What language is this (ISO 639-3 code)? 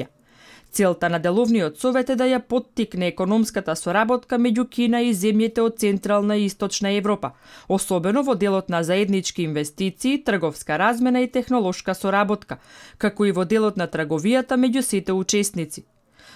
mkd